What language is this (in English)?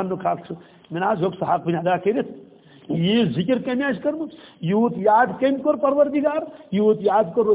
Kashmiri